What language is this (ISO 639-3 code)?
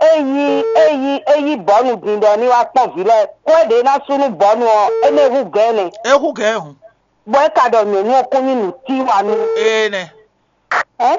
fon